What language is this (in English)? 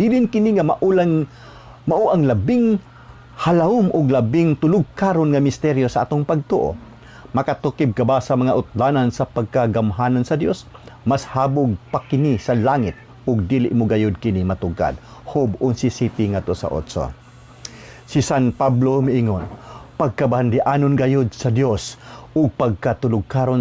Cebuano